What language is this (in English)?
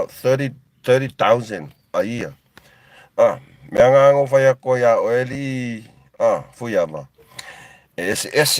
Samoan